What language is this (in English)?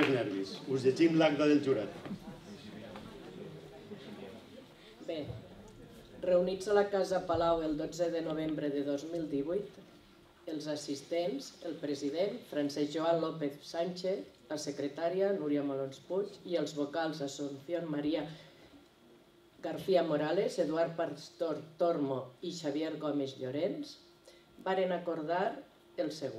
Catalan